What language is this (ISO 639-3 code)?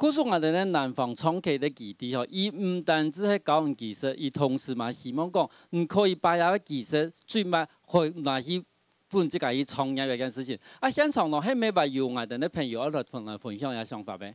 hak